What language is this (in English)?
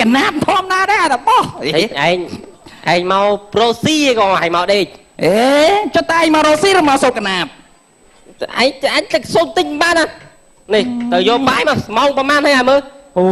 Khmer